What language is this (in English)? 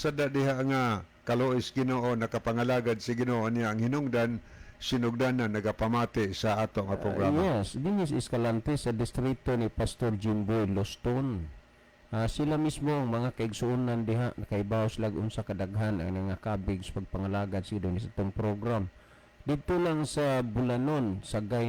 Cebuano